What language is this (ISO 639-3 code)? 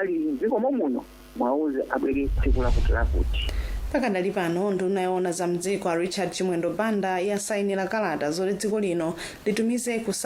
nya